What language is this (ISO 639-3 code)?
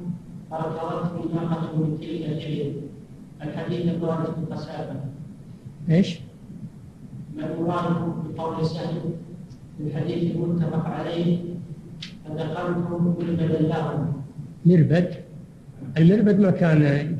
ara